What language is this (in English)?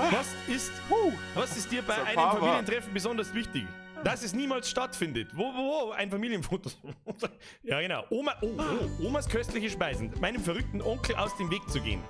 Bavarian